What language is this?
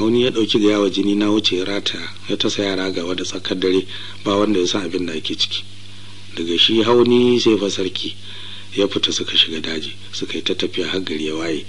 Hausa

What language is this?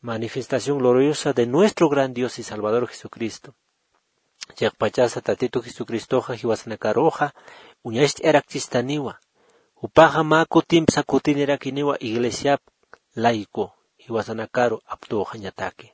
Aymara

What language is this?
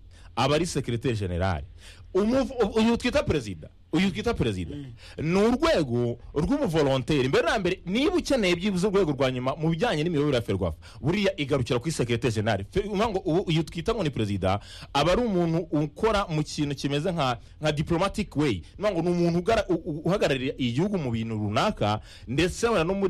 Kinyarwanda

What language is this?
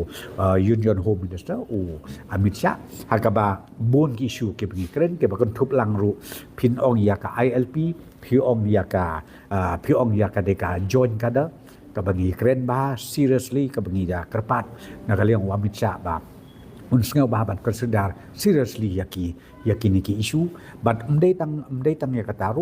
Khasi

